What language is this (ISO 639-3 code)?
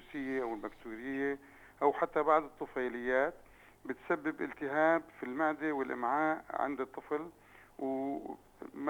apc